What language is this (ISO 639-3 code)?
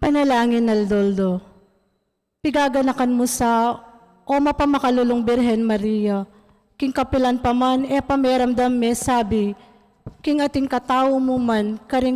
pam